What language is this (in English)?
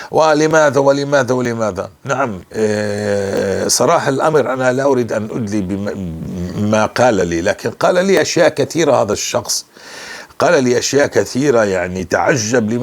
North Levantine Arabic